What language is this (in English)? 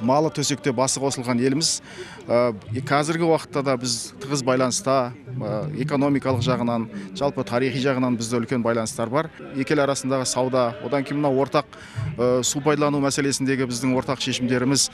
Kyrgyz